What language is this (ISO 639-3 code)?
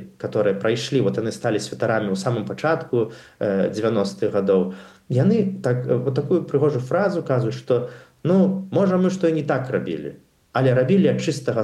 bel